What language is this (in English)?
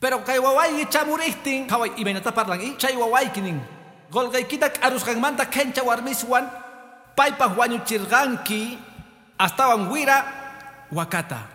Quechua